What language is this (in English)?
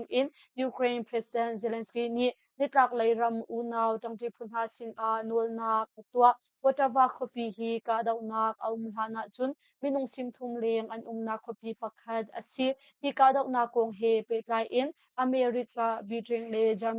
Hakha Chin